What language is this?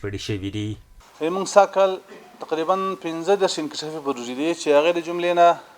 Pashto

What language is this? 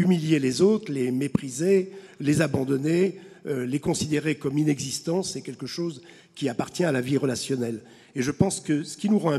French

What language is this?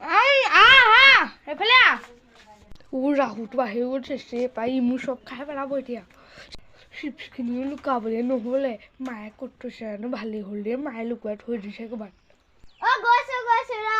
Assamese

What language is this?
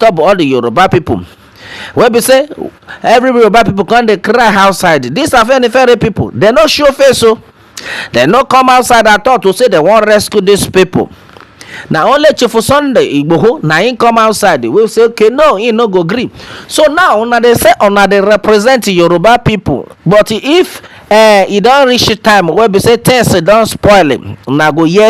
Nigerian Pidgin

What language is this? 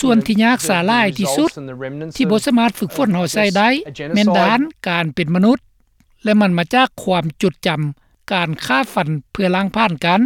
Lao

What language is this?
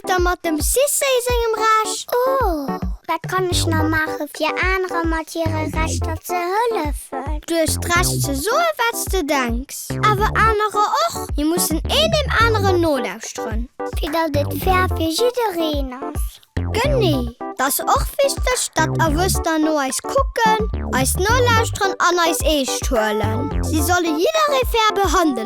Luxembourgish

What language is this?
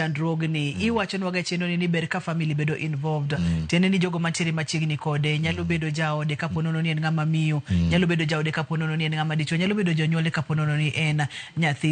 Luo (Kenya and Tanzania)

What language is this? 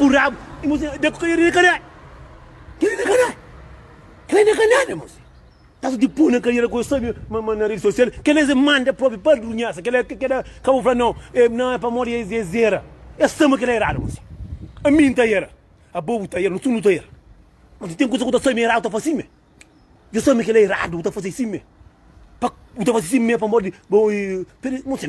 Kabuverdianu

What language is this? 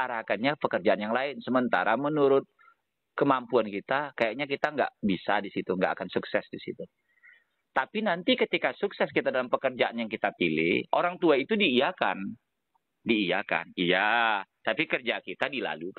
Indonesian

